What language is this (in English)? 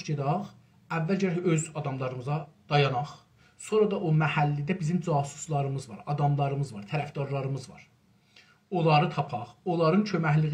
South Azerbaijani